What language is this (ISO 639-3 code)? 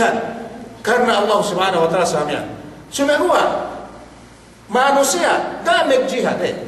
yka